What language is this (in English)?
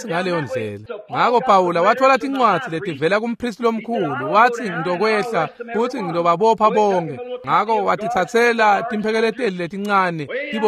Swati